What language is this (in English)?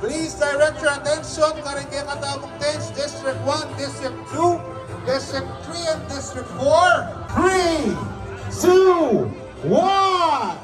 Pampanga